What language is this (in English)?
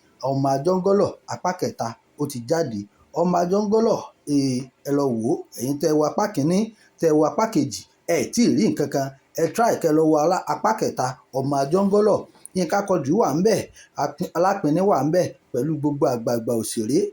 Yoruba